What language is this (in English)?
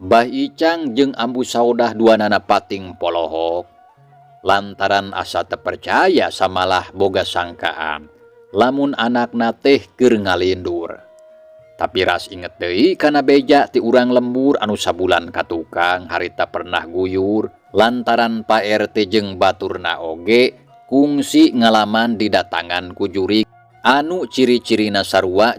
Sundanese